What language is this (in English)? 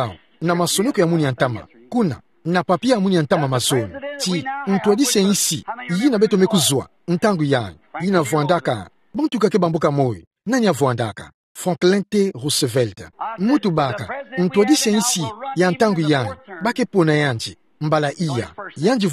Kituba (Democratic Republic of Congo)